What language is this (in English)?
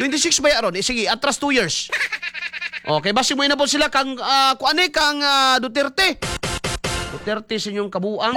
Cebuano